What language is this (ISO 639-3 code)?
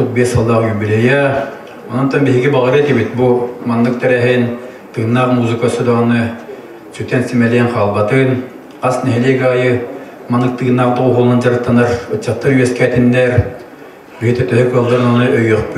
sah